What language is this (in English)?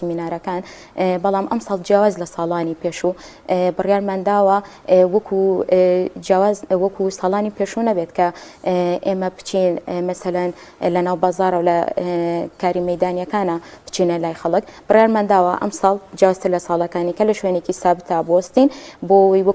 Central Kurdish